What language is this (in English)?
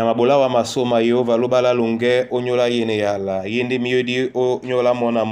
Duala